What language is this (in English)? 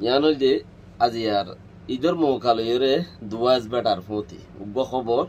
Rohingya